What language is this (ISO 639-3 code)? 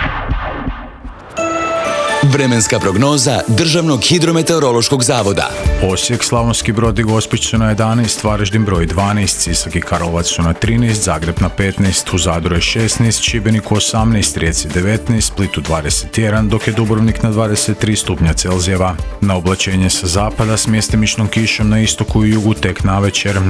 hrv